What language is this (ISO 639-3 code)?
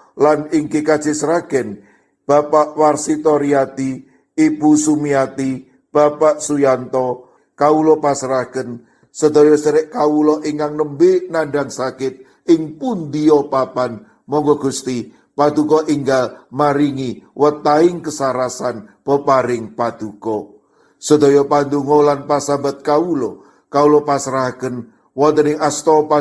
jav